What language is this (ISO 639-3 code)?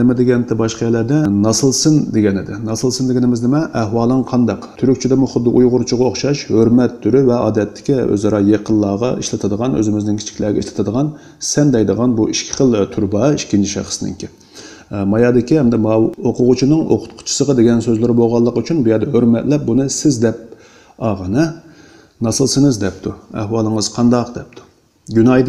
uig